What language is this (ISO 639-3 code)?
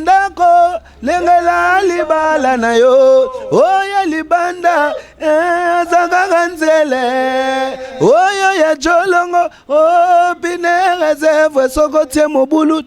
lin